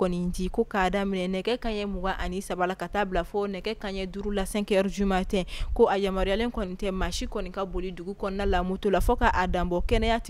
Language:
Bambara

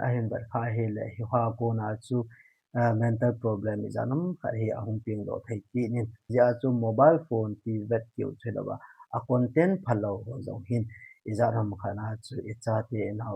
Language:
Thado Chin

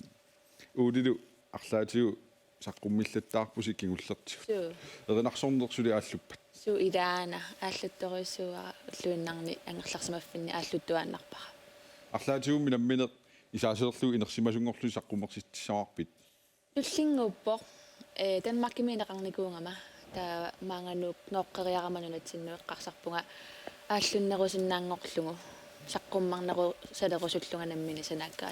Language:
Kalaallisut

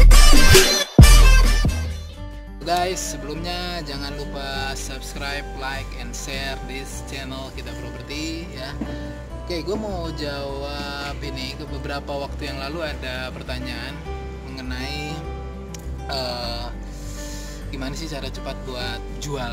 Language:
Indonesian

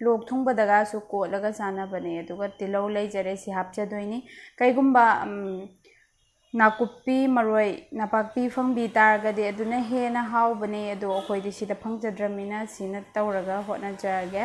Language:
Manipuri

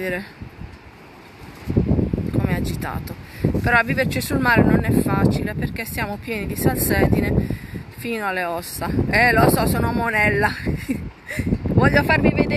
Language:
Italian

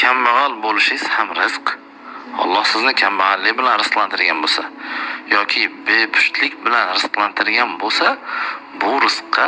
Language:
Uzbek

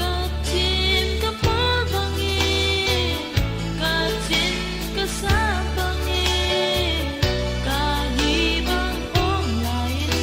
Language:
Tedim Chin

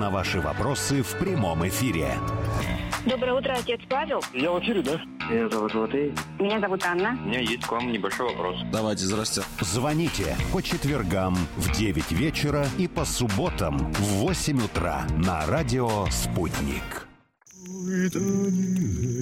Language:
Russian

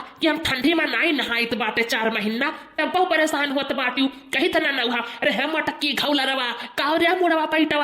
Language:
Awadhi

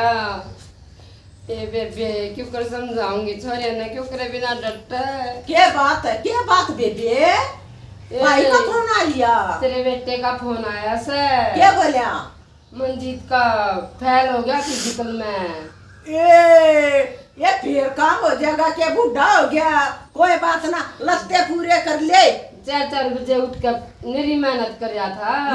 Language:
Haryanvi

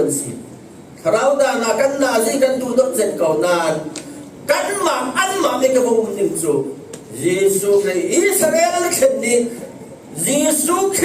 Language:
Falam Chin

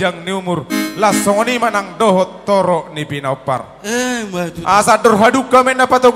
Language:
Batak Toba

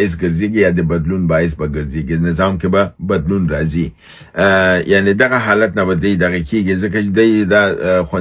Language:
Pashto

